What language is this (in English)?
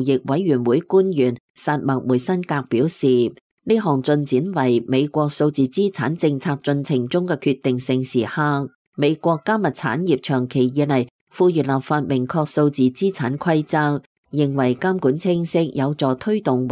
Cantonese